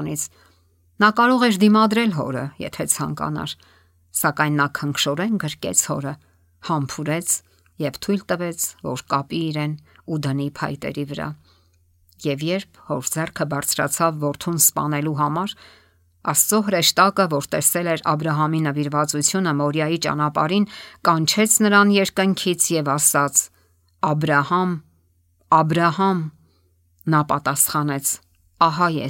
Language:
Armenian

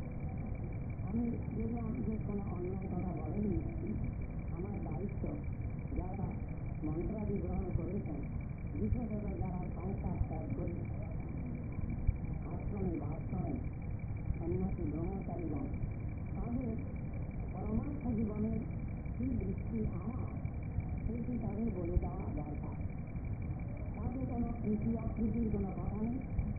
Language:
Bangla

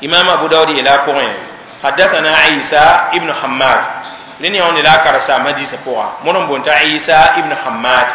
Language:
Mossi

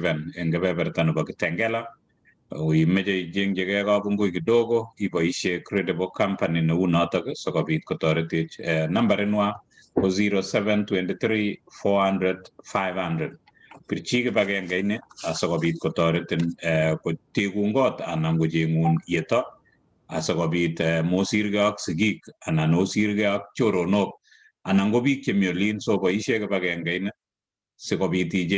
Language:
Kalenjin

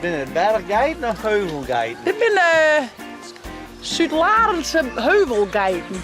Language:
Western Frisian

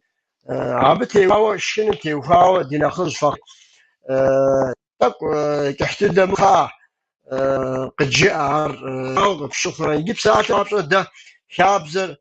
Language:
Kabardian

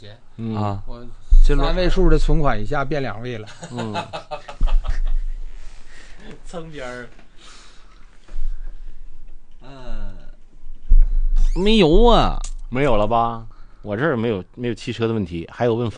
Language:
Chinese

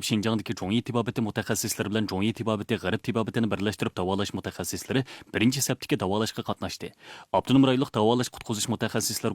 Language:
Uyghur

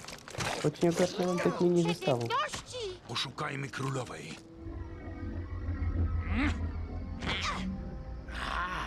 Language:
Polish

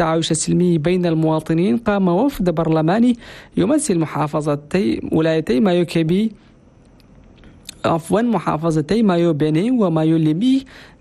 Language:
Arabic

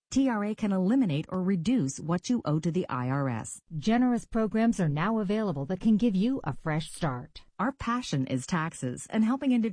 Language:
English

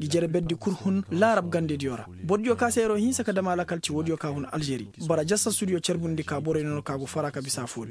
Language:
Koyraboro Senni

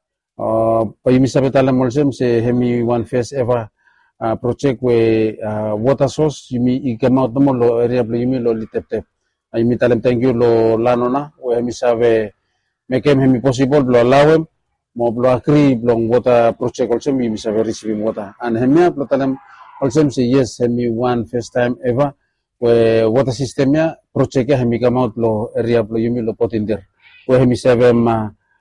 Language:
Bislama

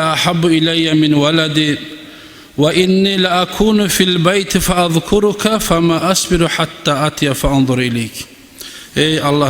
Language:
Kumyk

